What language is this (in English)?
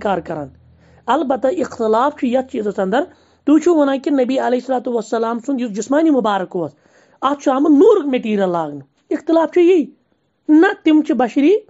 Kashmiri